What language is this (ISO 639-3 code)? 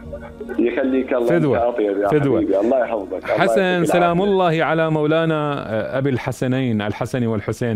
acm